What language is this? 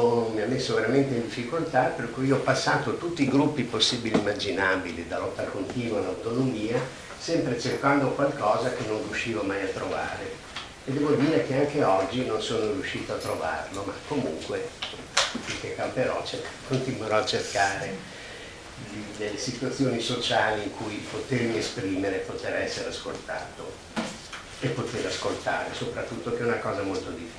Italian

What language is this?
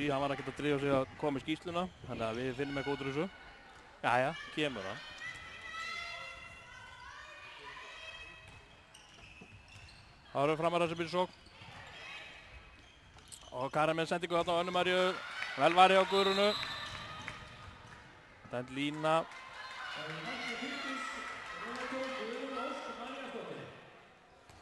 Icelandic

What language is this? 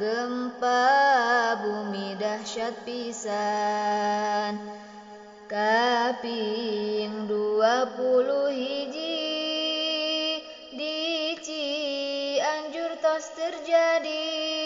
Sundanese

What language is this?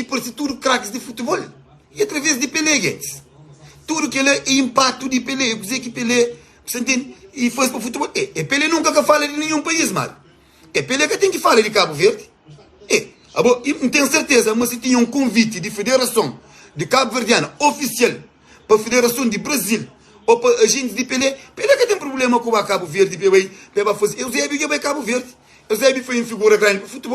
Kabuverdianu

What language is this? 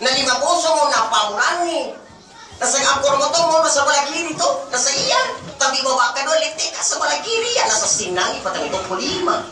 Buginese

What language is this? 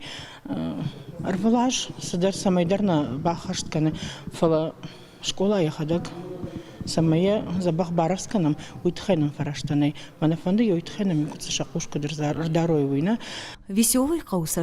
Ossetic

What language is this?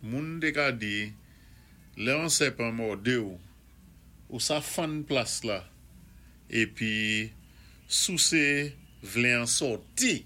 Saint Lucian Creole French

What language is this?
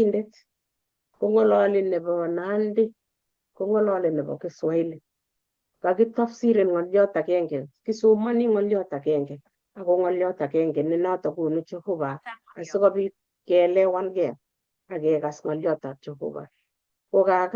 Kalenjin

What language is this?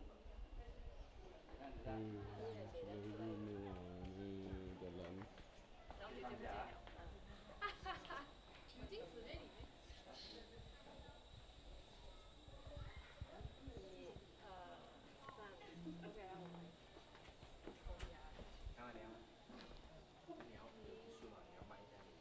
Malay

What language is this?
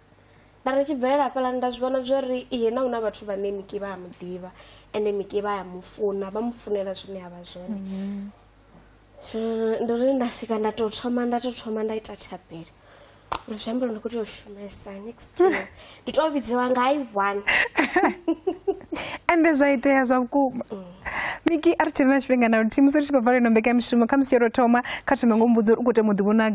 Venda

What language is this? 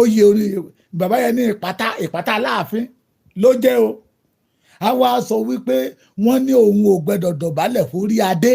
Yoruba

